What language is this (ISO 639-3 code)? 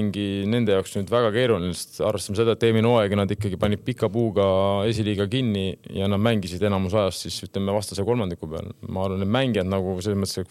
est